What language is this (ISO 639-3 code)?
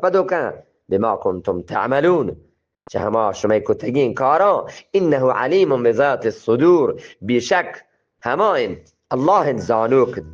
bgp